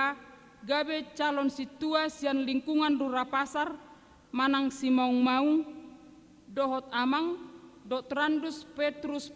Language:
Batak Toba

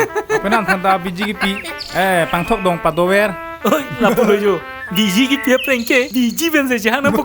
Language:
Karbi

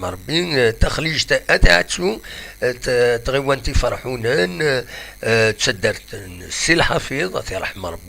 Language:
Kabyle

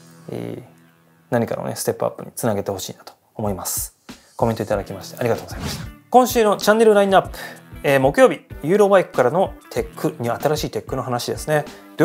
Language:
Japanese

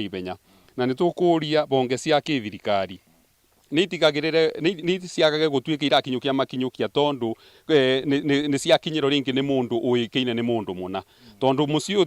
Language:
Kikuyu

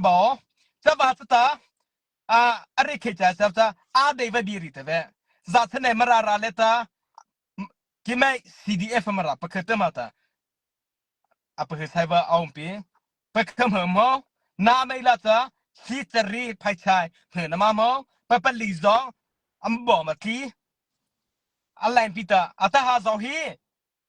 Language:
Mara Chin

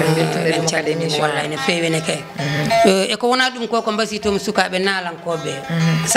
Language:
Fula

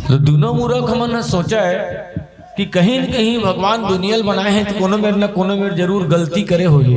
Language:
Chhattisgarhi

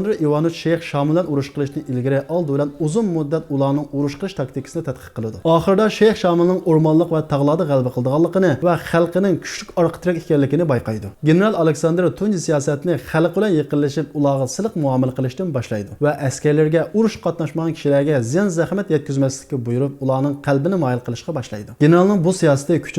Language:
Uyghur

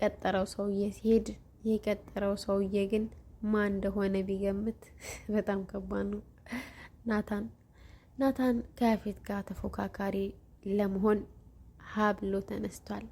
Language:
Amharic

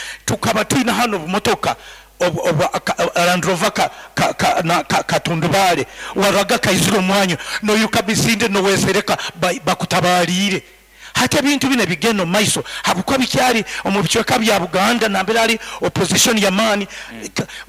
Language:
Nyoro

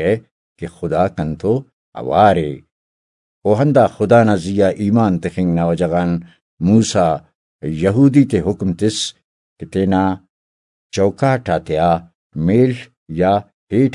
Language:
Brahui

